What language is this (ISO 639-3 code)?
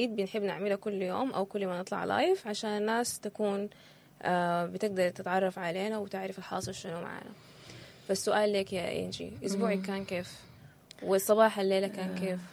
apd